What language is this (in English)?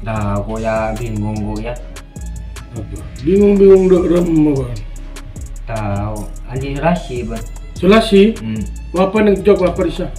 Madurese